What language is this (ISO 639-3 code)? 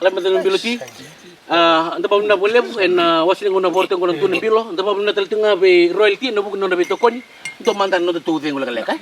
fij